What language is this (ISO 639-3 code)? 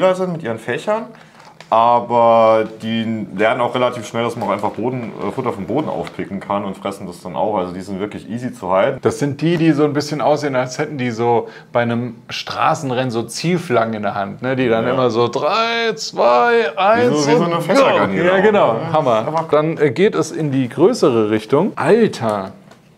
deu